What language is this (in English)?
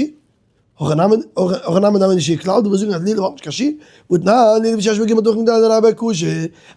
Yiddish